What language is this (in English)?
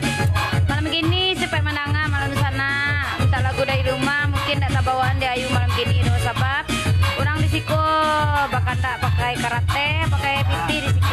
Minangkabau